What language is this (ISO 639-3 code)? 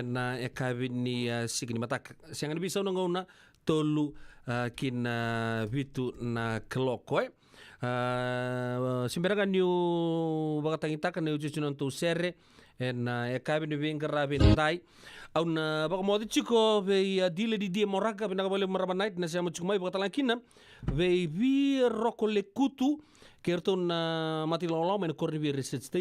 fij